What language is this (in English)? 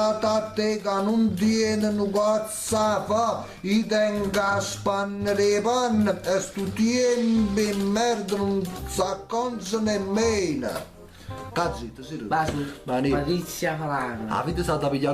Neapolitan